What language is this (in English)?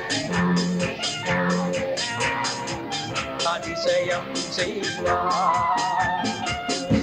Tamil